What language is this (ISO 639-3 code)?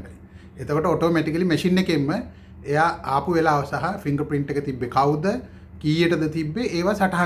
sin